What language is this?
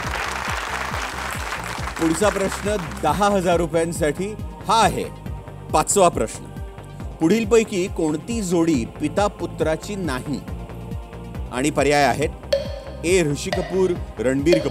Marathi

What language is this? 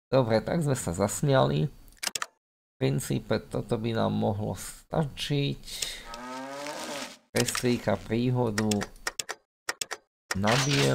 Slovak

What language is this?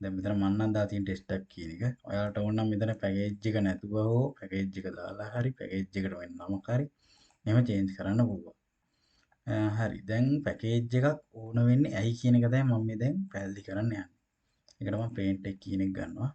Sinhala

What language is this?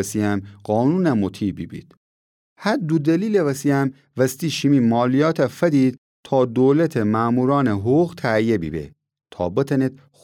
Gilaki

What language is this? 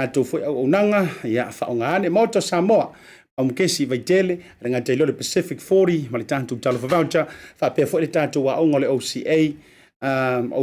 Samoan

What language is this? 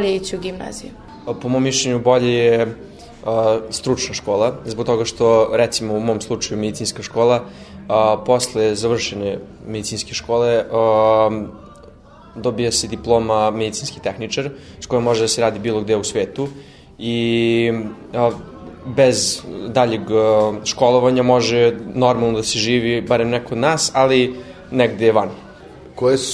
Serbian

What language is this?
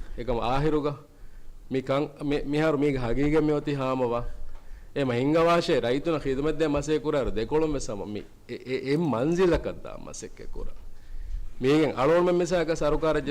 Divehi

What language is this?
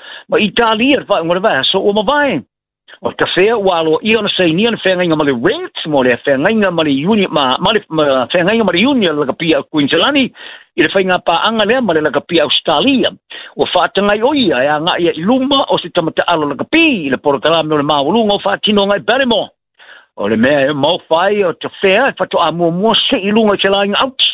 Samoan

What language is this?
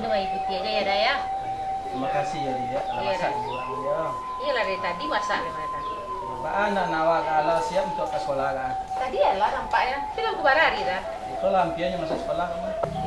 Minangkabau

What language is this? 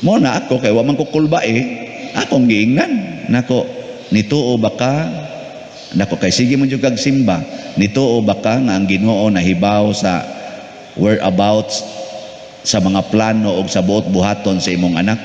Cebuano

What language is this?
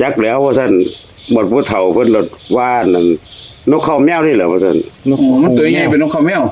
Northeastern Thai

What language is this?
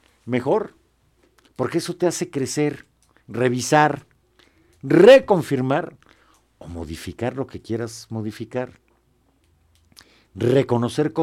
Spanish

